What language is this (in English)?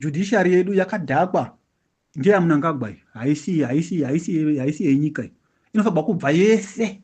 Shona